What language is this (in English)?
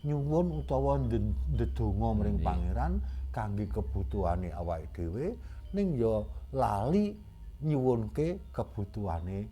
Javanese